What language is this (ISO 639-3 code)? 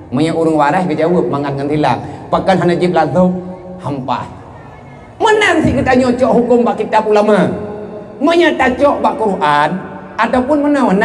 ace